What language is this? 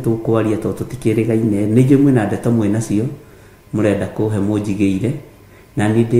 Kikuyu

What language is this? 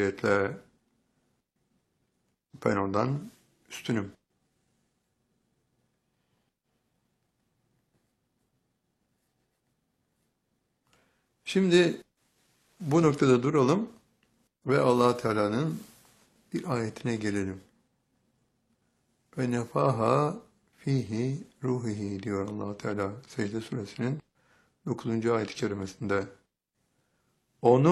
Turkish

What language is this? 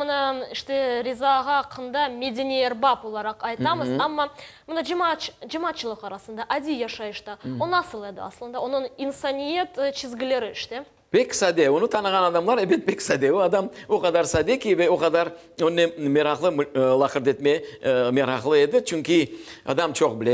Crimean Tatar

